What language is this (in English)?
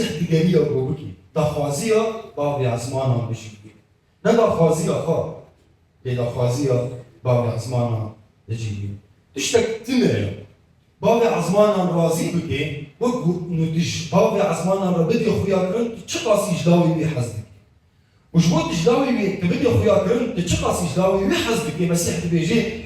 Kurdish